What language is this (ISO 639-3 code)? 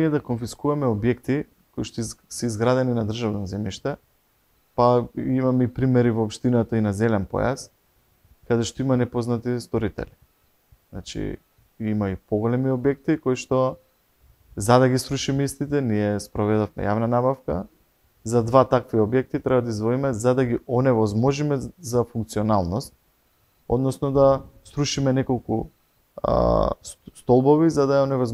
mkd